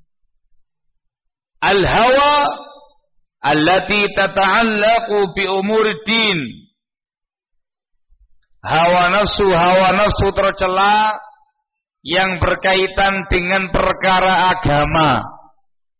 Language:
Indonesian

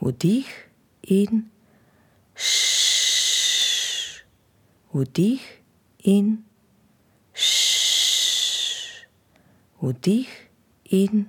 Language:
Slovenian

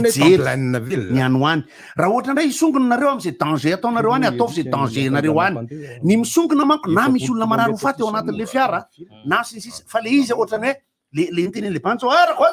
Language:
Malagasy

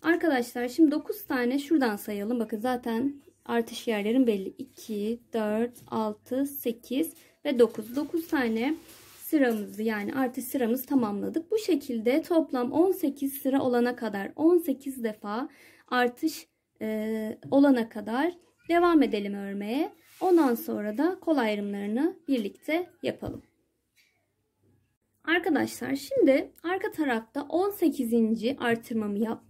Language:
Turkish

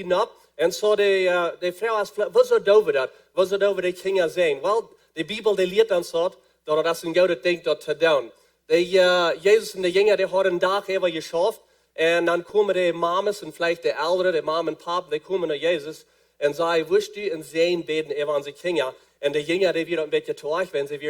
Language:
Plautdietsch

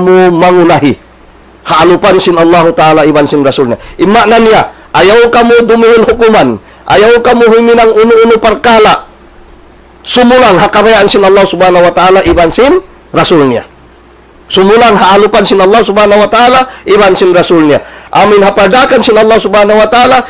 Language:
Tausug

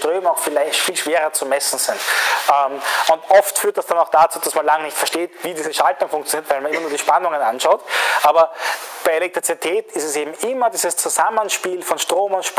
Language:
German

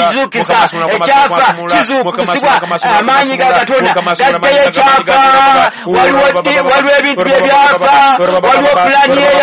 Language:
Ganda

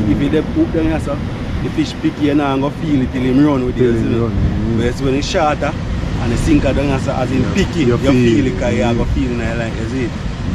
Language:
Jamaican Creole English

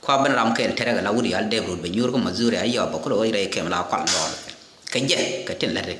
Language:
Nuer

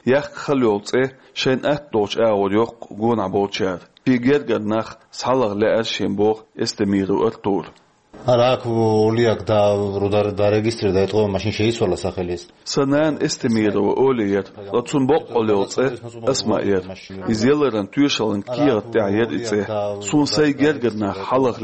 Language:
Chechen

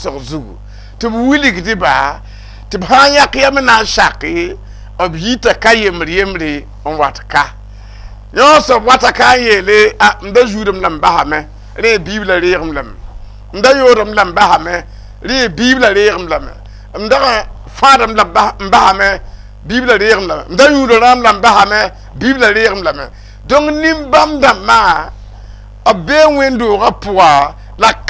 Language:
Mossi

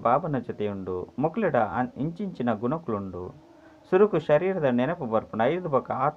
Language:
Tulu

